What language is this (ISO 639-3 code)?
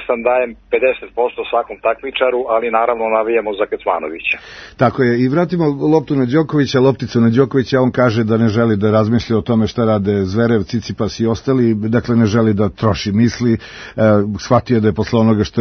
srp